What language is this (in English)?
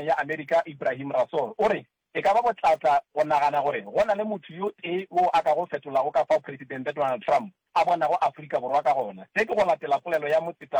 Northern Sotho